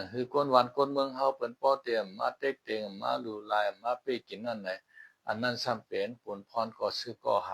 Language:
Shan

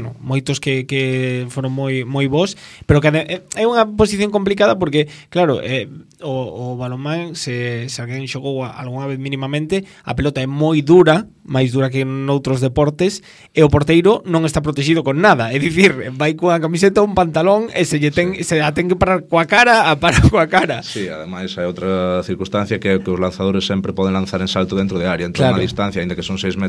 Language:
Galician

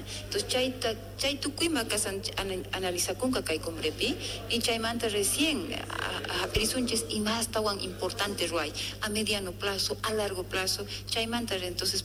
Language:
South Bolivian Quechua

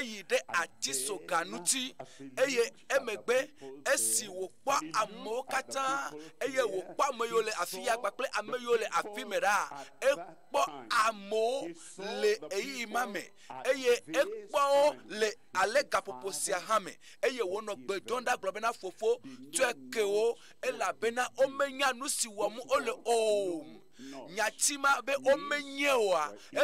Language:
Ewe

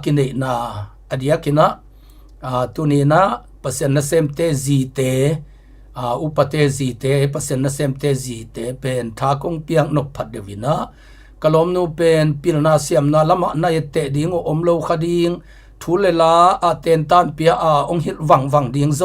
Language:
Tedim Chin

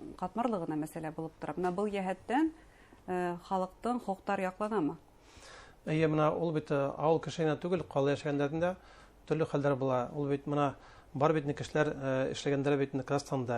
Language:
Bashkir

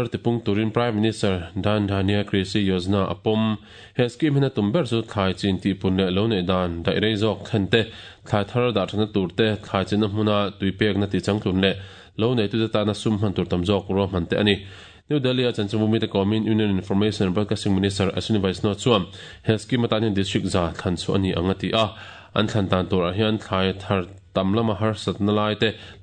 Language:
Mizo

